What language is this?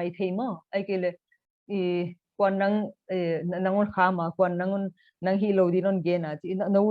Paite Chin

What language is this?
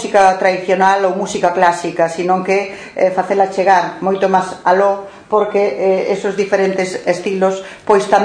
Galician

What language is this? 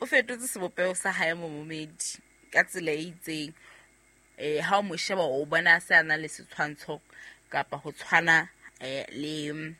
Southern Sotho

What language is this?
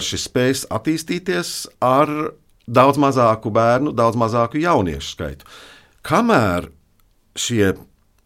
Latvian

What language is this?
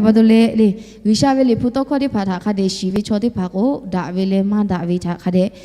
Lahu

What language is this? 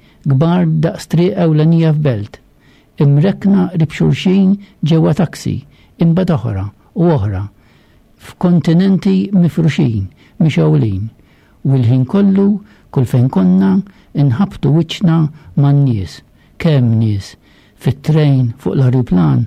Maltese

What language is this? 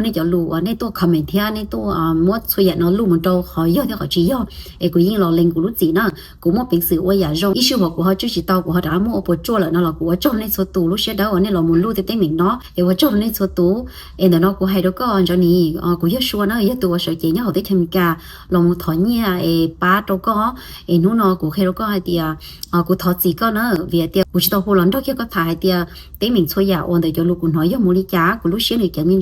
Hmong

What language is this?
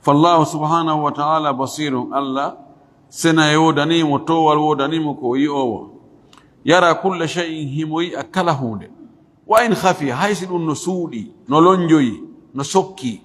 Fula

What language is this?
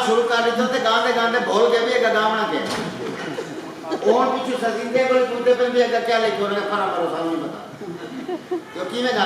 Saraiki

